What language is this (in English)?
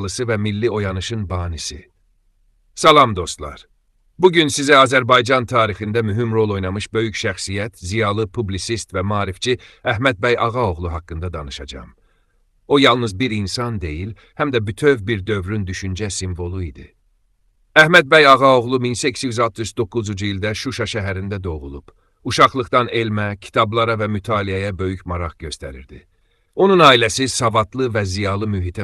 Azerbaijani